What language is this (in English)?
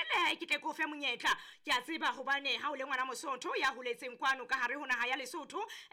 Southern Sotho